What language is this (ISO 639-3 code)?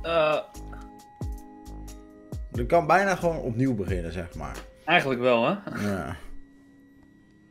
nld